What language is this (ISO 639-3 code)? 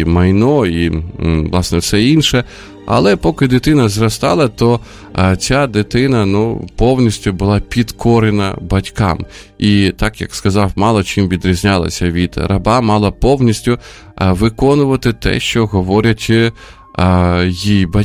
ukr